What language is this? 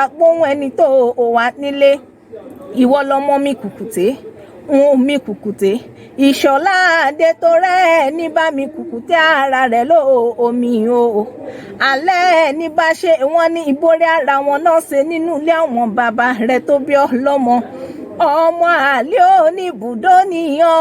Yoruba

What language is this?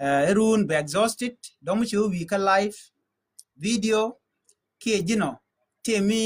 Nuer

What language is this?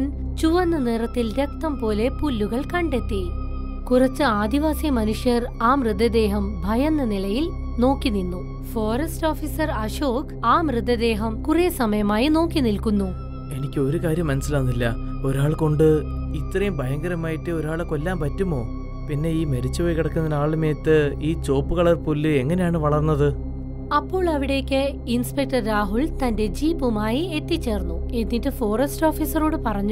Malayalam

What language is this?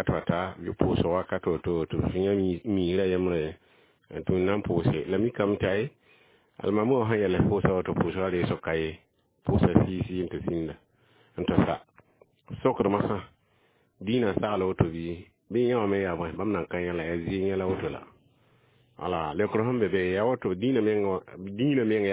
Mossi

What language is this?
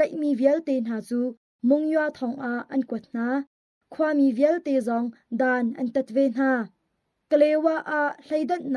Hakha Chin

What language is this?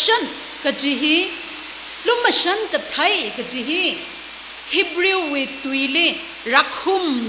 Tangkhul Naga (India)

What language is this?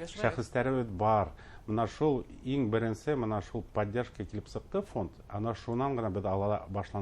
Bashkir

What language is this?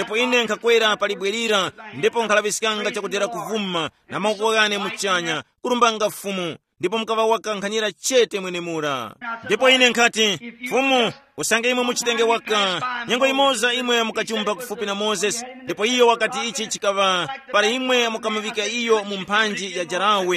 Tumbuka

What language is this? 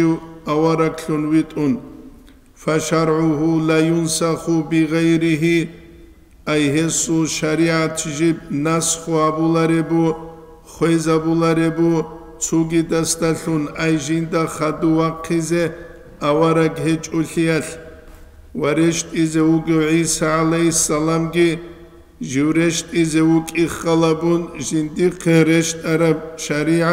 Avaric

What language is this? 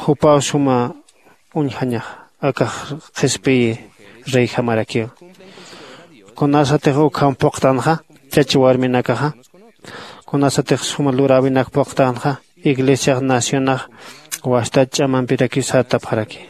Aymara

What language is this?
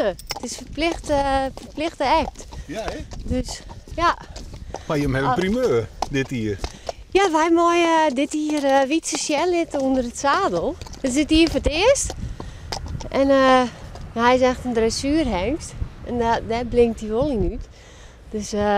Western Frisian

